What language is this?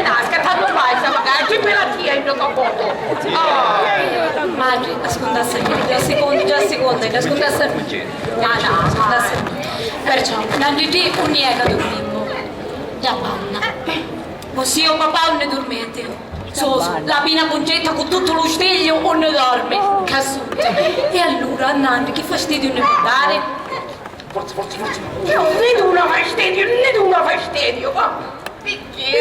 Sicilian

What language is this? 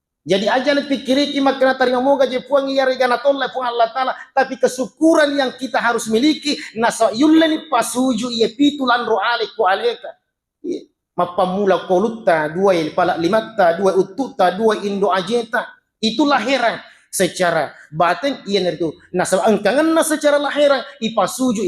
Buginese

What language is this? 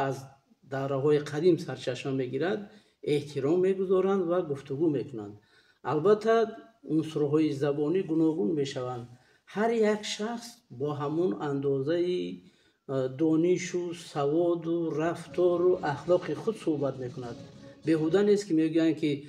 Tajik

